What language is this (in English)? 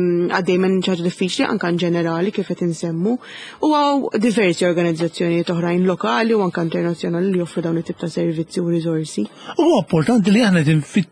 Maltese